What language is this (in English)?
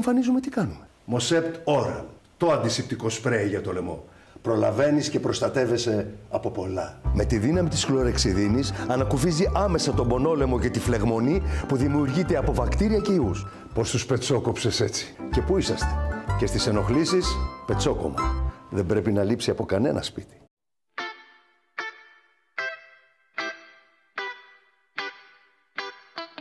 Greek